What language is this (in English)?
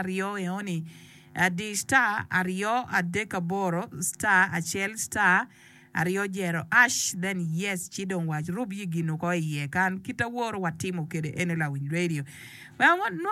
Acoli